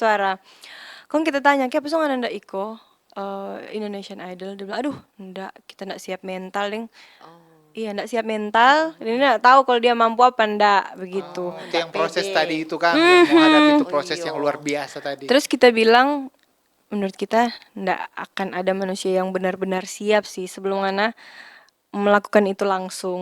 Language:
Manado Malay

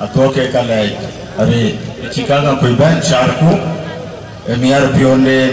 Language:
Dinka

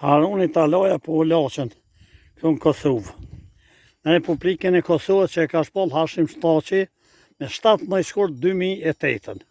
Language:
Albanian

